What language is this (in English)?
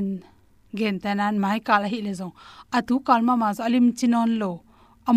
Tedim Chin